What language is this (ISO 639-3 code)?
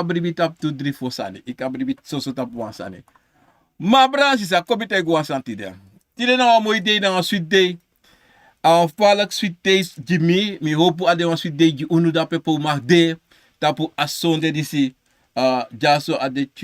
srn